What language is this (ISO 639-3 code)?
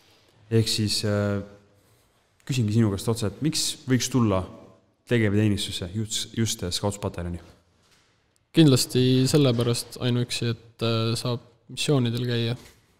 est